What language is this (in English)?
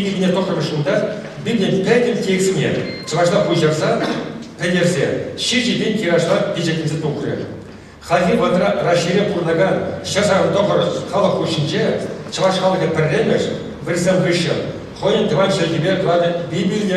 Chuvash